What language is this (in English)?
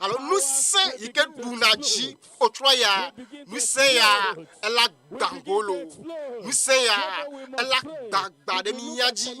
Ewe